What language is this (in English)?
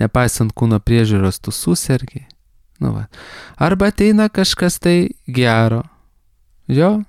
Lithuanian